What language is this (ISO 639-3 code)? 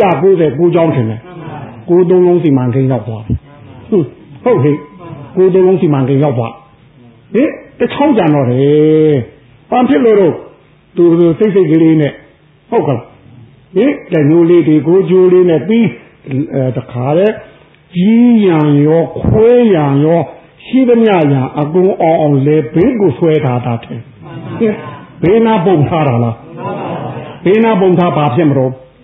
mya